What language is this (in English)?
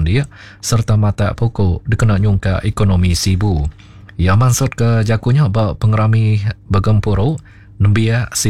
Iban